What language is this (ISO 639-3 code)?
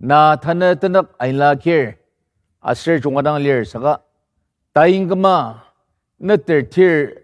njo